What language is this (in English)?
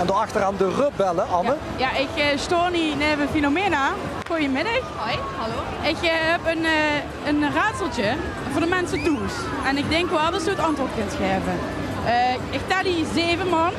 Limburgish